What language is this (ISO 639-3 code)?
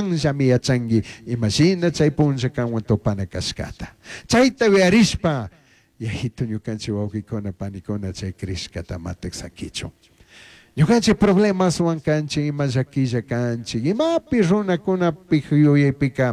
qug